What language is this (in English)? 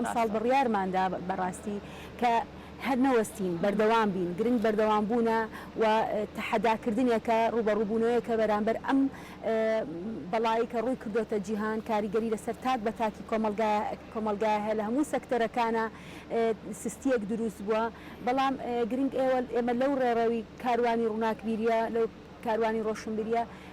Central Kurdish